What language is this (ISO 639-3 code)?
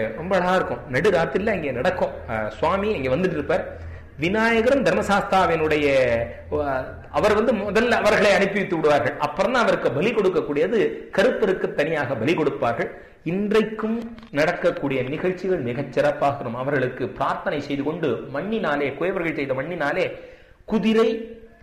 tam